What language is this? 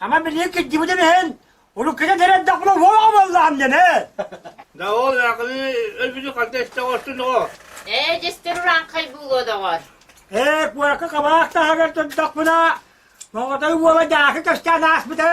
Yakut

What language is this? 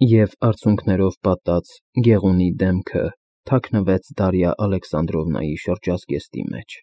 Armenian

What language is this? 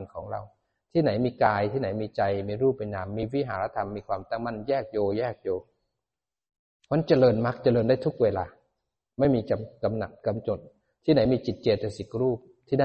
Thai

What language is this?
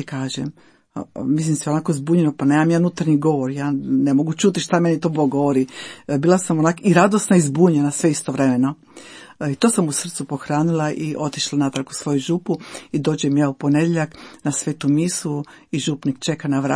Croatian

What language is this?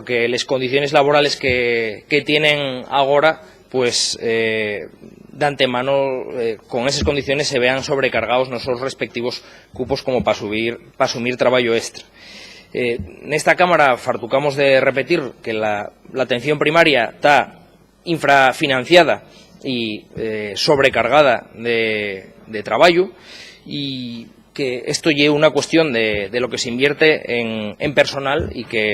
Asturian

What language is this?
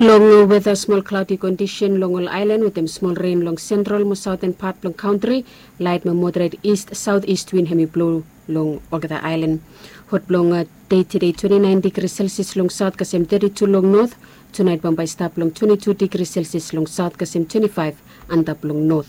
Bislama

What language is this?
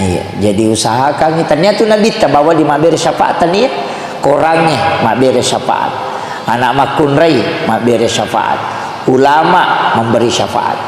Buginese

